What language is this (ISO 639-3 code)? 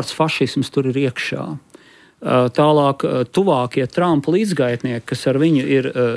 lav